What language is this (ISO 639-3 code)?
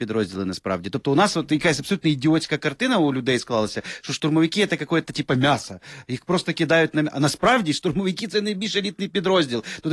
ukr